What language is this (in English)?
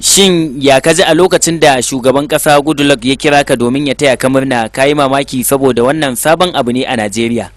Hausa